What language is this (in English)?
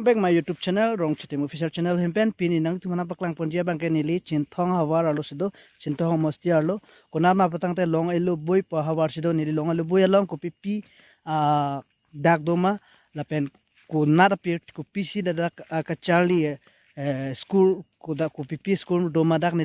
Karbi